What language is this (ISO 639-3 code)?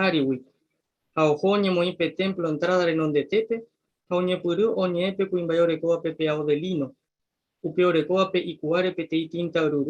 grn